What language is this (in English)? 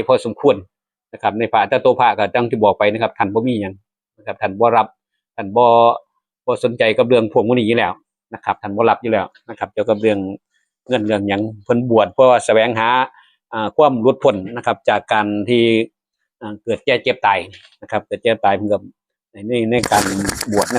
Northeastern Thai